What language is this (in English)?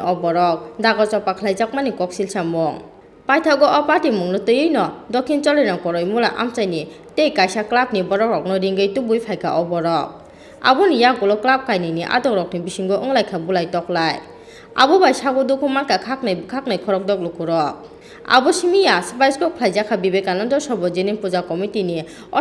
Kok Borok